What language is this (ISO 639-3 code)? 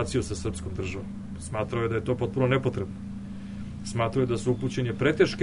srp